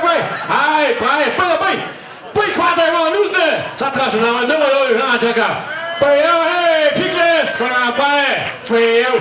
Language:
Upper Sorbian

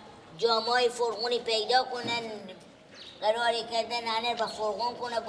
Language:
Persian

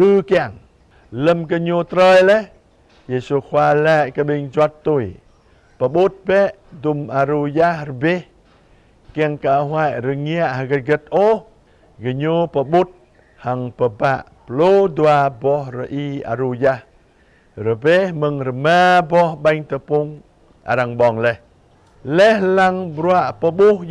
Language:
Jarai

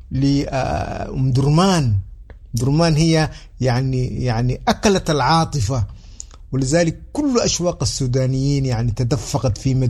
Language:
Sudanese Arabic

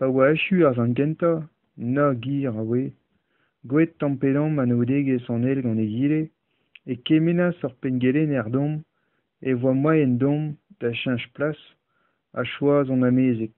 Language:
Breton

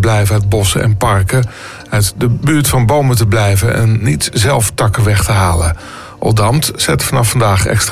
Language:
Dutch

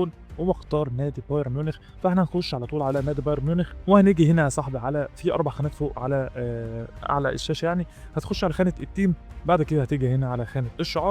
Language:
Egyptian Arabic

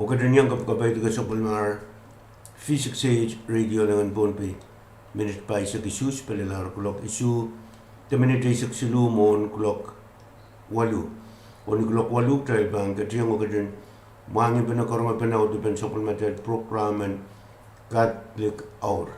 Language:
Pohnpeian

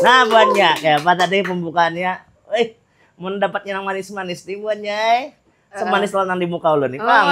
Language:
Banjar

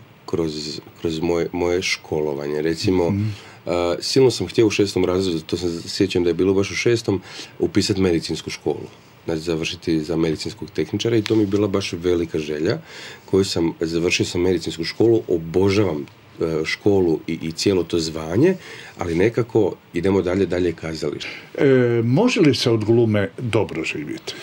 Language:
Croatian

